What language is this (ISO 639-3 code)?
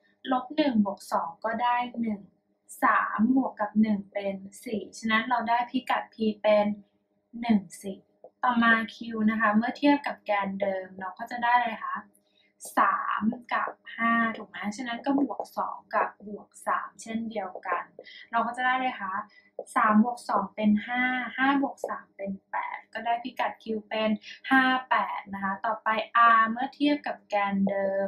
tha